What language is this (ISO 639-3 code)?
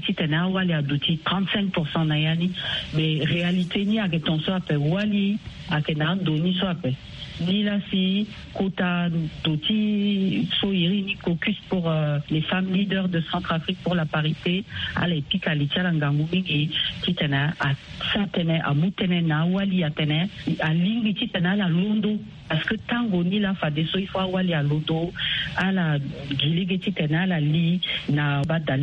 sag